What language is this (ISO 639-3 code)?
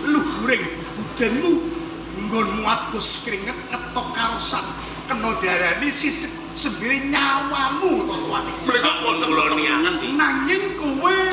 jav